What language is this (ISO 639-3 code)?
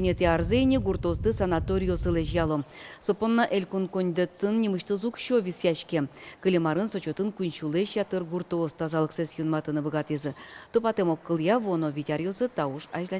udm